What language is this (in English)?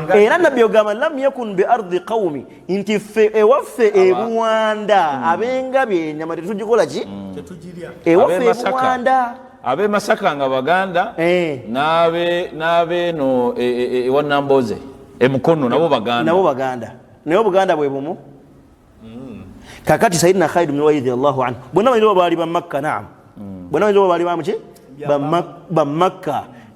Ganda